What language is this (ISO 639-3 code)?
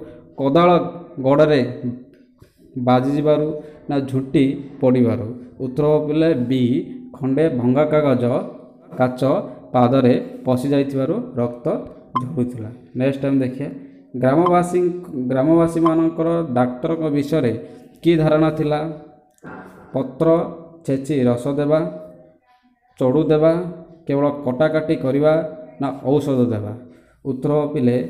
ori